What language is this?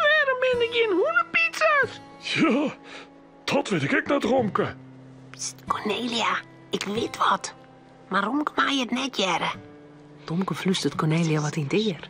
Western Frisian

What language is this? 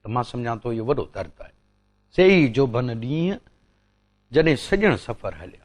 Sindhi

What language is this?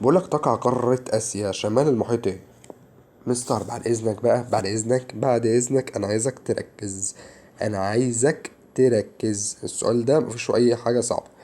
Egyptian Arabic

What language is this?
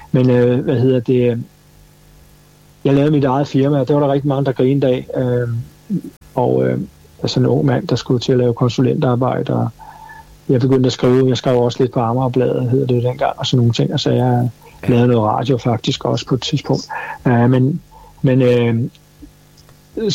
Danish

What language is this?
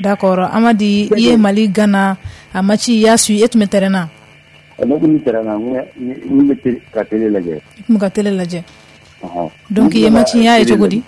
Bambara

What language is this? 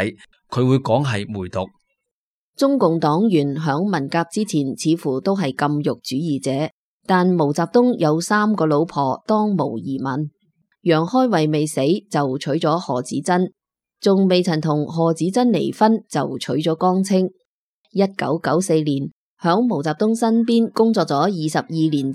Cantonese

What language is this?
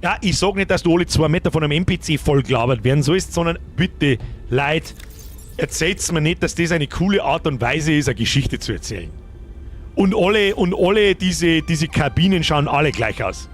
Bavarian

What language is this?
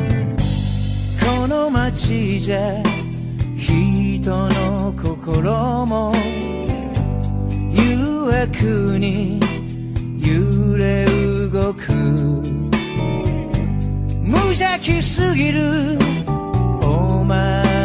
Japanese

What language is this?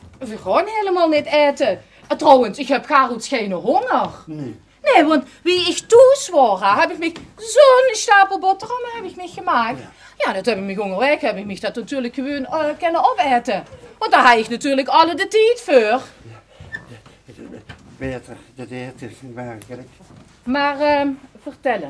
Limburgish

